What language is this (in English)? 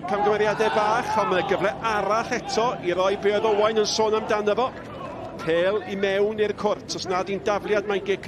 Welsh